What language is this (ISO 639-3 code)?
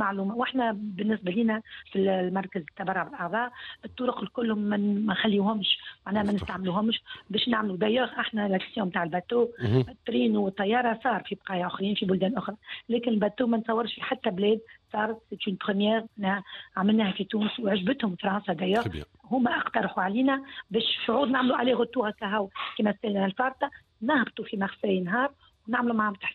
aeb